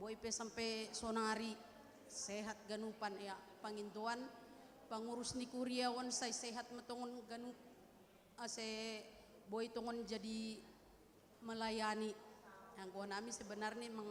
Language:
Batak Simalungun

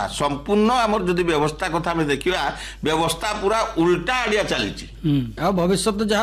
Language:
Odia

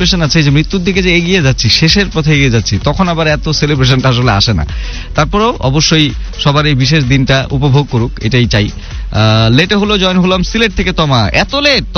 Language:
Bangla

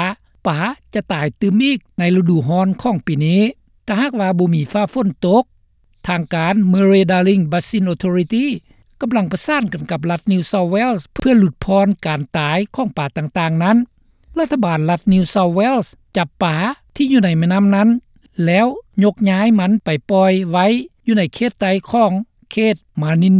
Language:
Lao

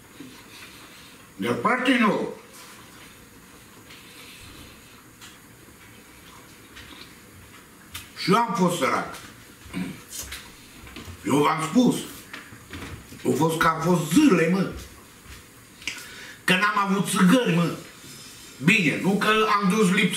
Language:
Romanian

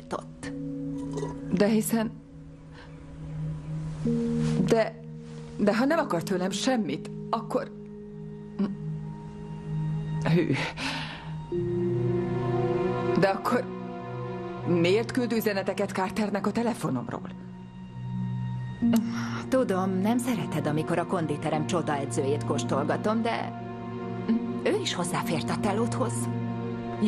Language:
Hungarian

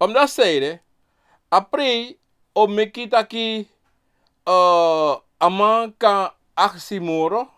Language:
Sranan Tongo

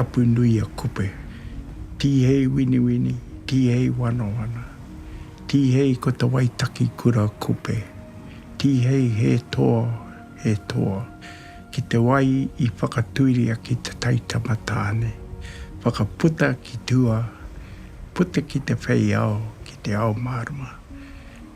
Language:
Māori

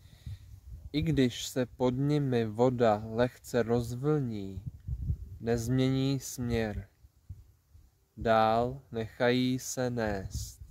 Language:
Czech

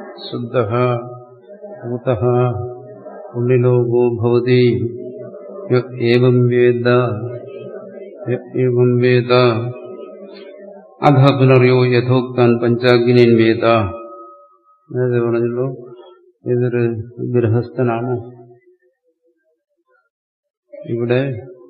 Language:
Malayalam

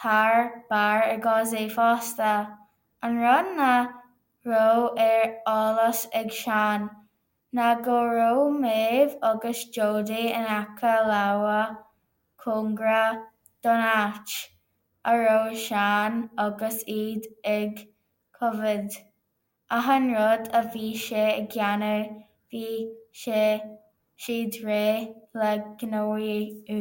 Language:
Irish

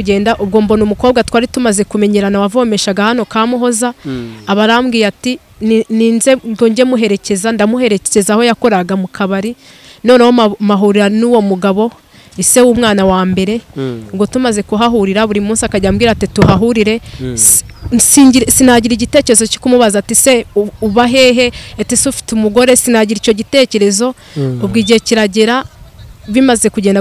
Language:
Kinyarwanda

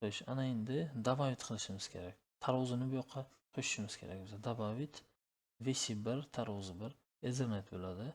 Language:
Uzbek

